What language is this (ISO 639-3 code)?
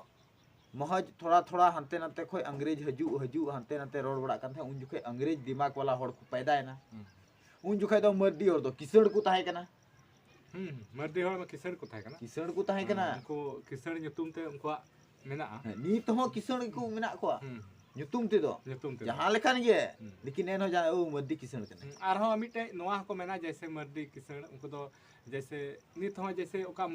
sat